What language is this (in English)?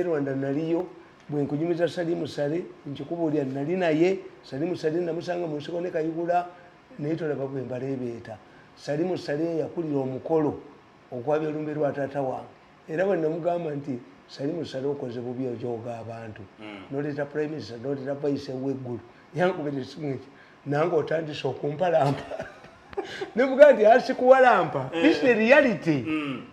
Ganda